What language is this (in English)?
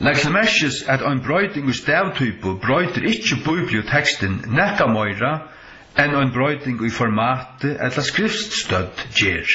Faroese